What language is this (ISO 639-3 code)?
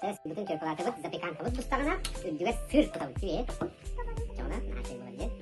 sah